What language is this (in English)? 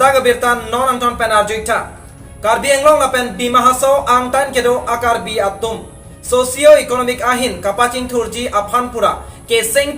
Karbi